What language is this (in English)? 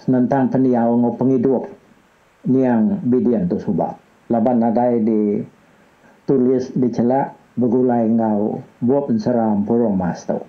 Iban